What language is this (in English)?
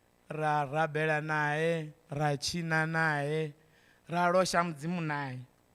Venda